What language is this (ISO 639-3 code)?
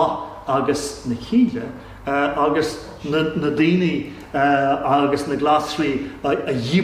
gle